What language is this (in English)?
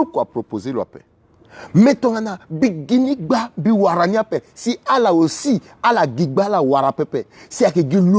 Sango